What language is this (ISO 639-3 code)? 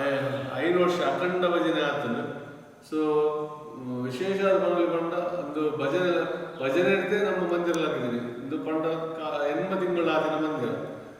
tcy